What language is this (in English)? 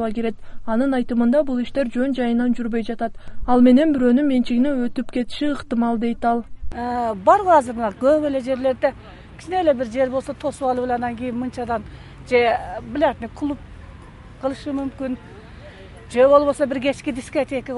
Kyrgyz